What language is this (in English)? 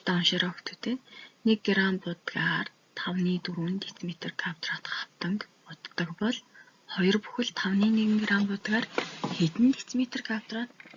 Mongolian